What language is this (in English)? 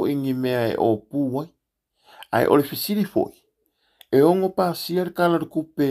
Samoan